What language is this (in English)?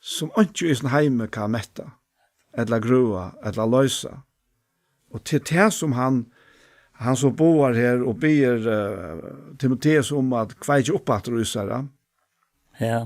Faroese